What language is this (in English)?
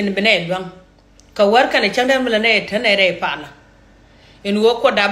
Nuer